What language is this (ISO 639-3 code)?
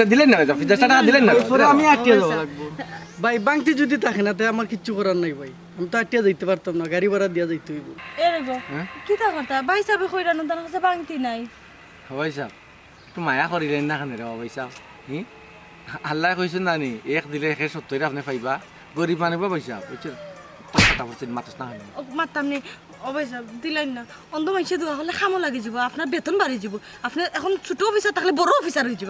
syl